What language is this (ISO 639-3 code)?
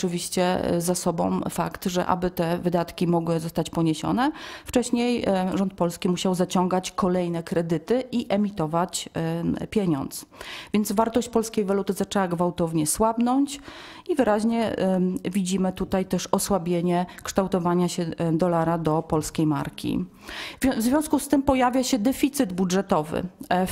pol